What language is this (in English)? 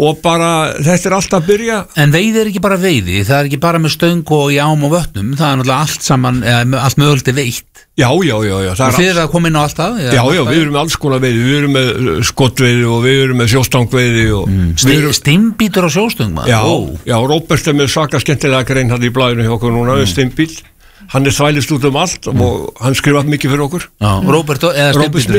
Icelandic